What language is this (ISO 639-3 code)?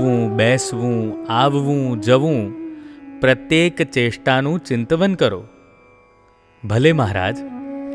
guj